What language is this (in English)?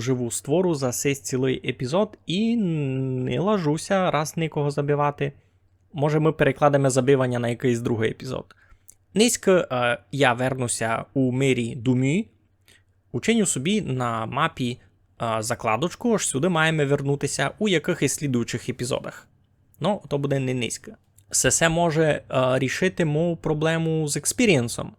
Rusyn